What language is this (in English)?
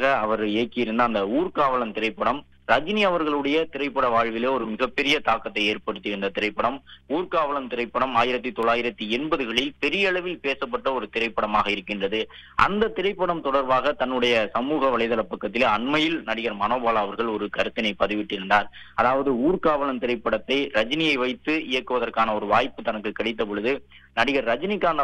Tamil